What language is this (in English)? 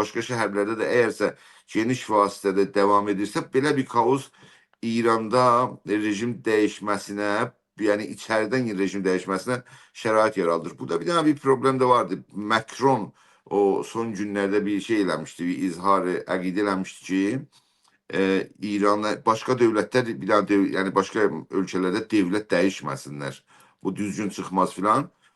South Azerbaijani